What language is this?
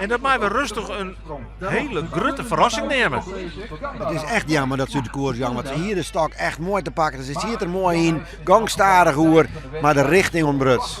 Western Frisian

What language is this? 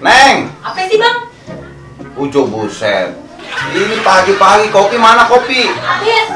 Betawi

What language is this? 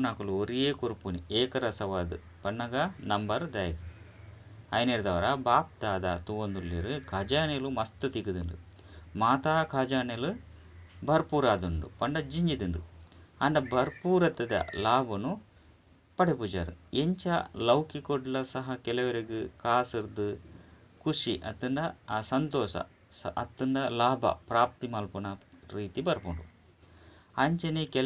Tulu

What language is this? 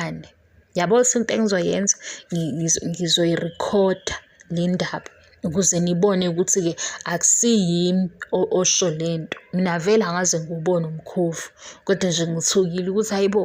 Zulu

